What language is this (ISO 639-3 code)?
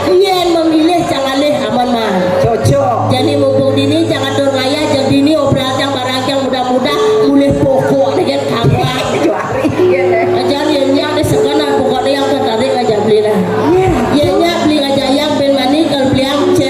ban